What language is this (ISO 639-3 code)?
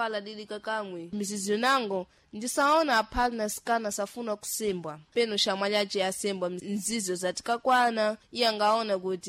seh